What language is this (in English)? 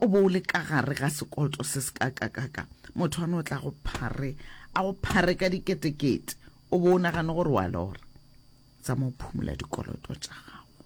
Northern Sotho